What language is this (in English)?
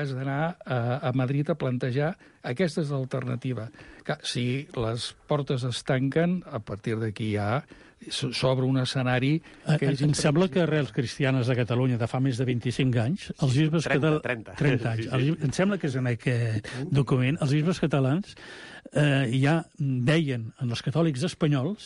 Catalan